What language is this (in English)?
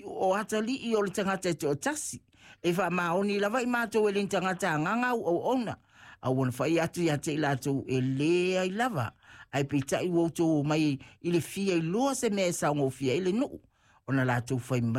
Samoan